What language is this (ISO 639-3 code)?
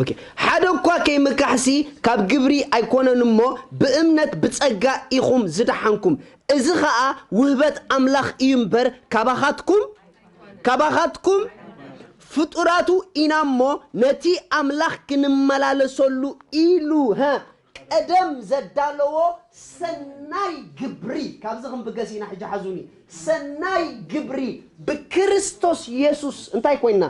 tir